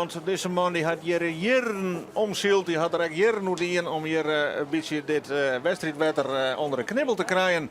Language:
Western Frisian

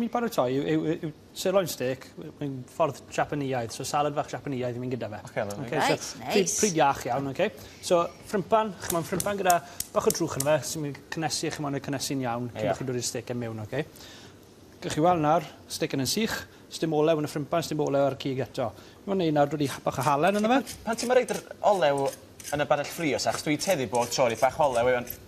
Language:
Welsh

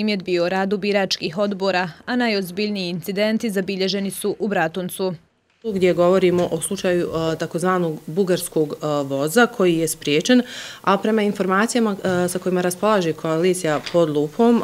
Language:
Bosnian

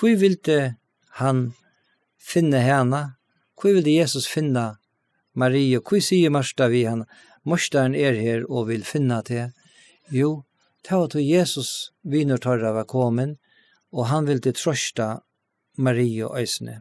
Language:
Faroese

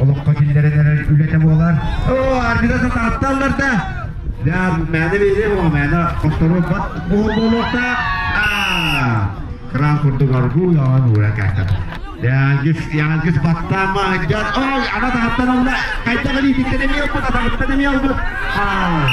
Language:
Yakut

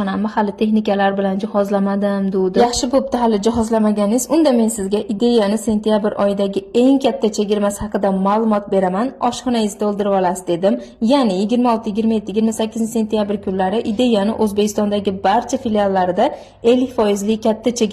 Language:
Uzbek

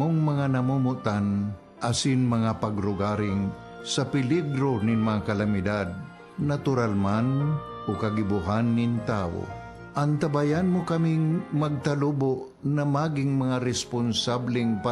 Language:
Bikol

